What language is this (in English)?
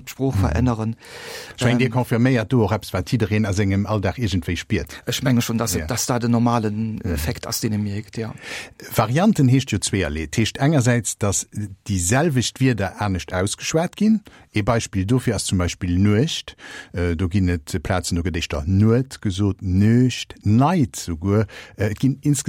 Luxembourgish